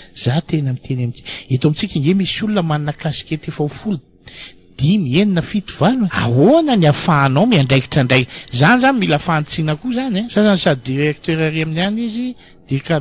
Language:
Malagasy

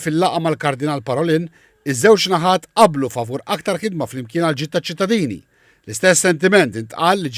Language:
Maltese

